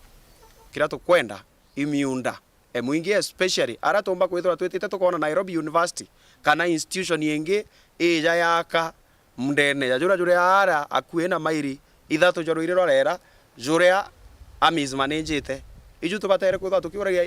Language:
Meru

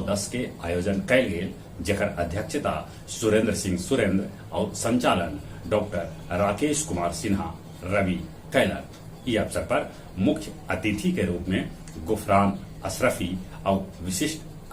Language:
Magahi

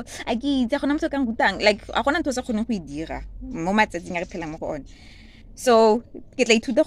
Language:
Tswana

